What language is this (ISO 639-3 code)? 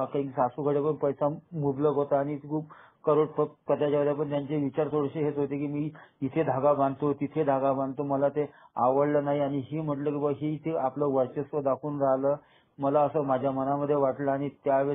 mar